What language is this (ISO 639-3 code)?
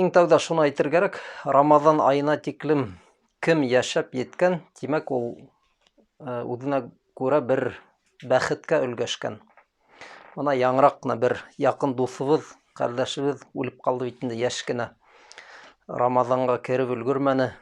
bak